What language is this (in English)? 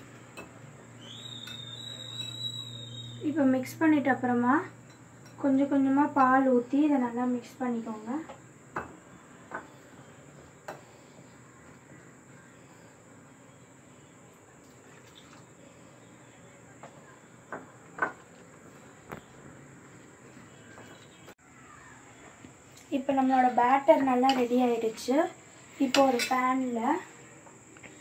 Tamil